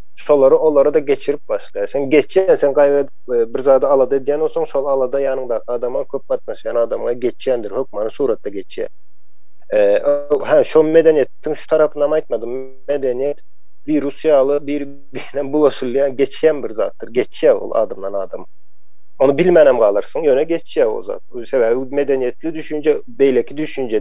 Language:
Turkmen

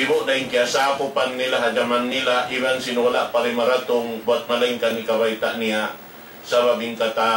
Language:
Tausug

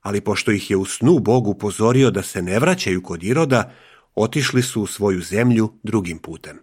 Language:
Serbian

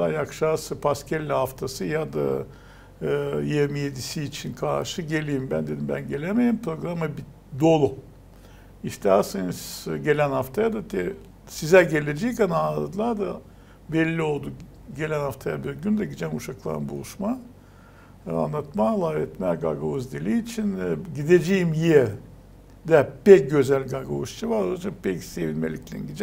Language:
Gagauz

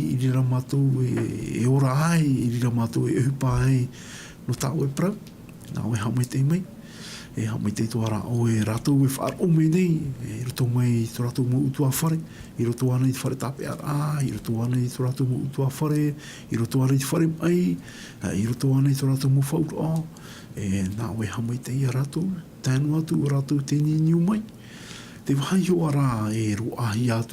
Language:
Tahitian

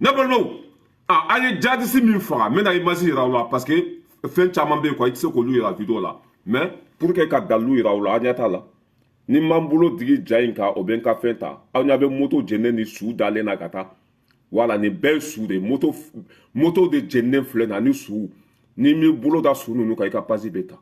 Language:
Bambara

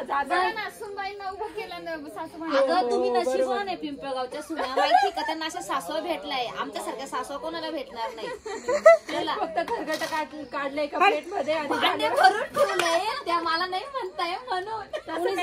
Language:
Marathi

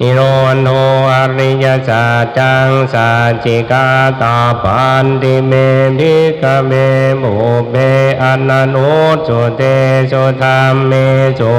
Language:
Pali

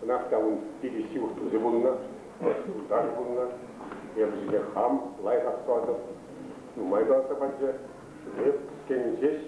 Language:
Chuvash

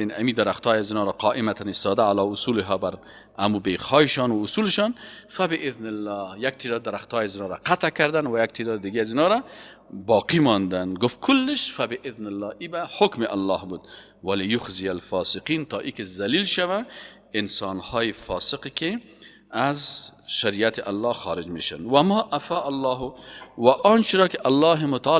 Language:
Persian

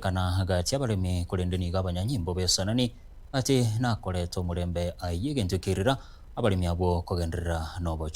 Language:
Gusii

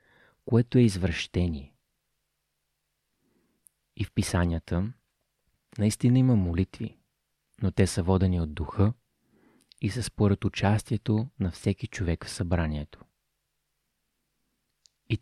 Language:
Bulgarian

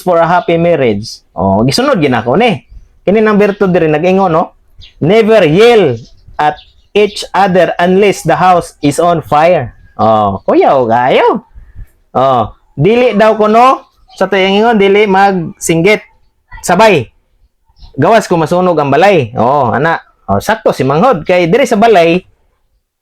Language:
Cebuano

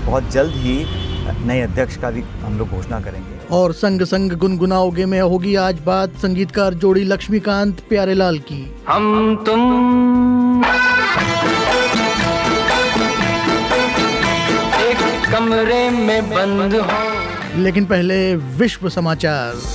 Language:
Hindi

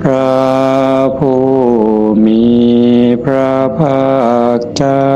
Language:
Northeastern Thai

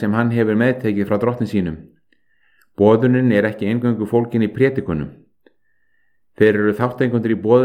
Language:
Icelandic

